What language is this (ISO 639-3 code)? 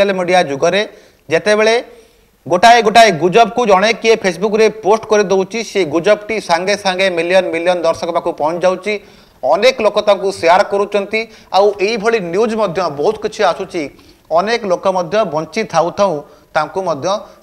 ori